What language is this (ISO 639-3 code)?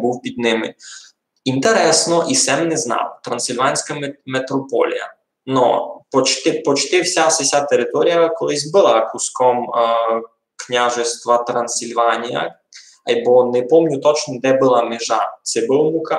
rue